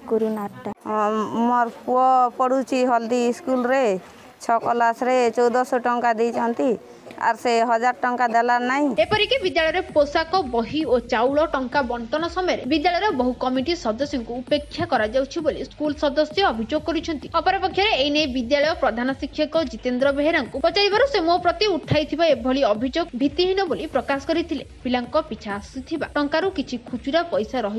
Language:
Odia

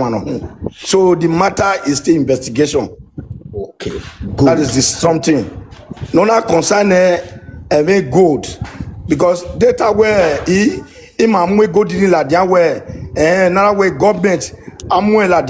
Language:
Nigerian Pidgin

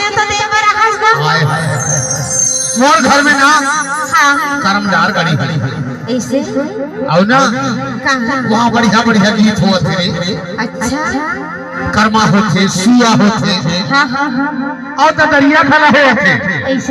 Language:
Chhattisgarhi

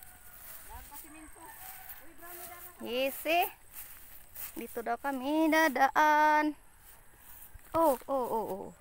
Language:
Filipino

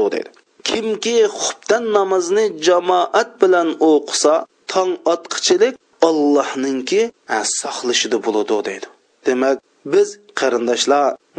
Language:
Uyghur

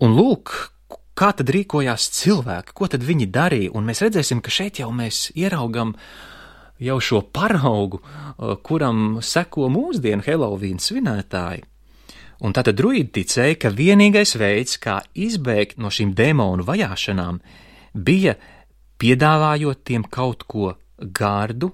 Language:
Latvian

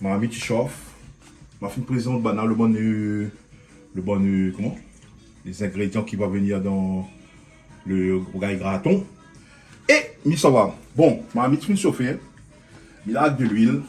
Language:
Réunion Creole French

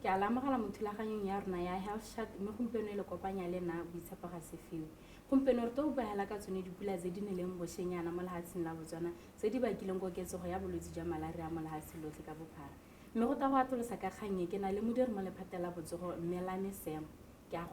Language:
Tswana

